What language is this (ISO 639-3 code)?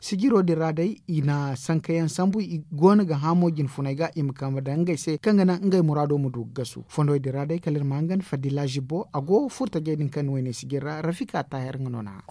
dje